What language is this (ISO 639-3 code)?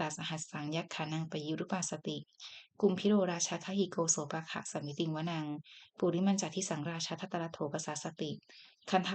pli